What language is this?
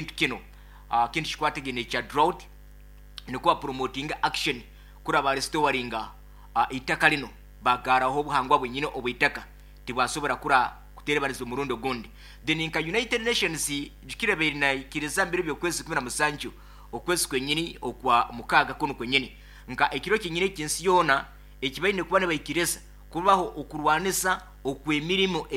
Nyankole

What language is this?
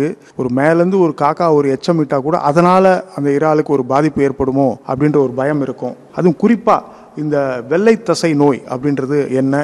Tamil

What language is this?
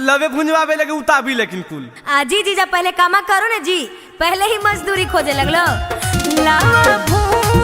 Magahi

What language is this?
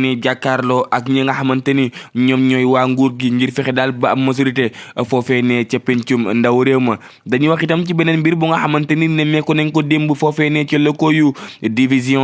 Wolof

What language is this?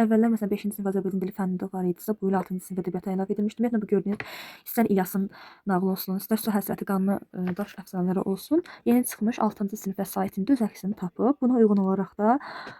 Azerbaijani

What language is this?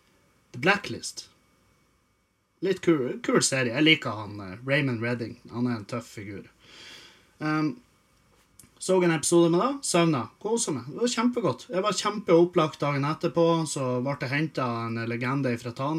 Norwegian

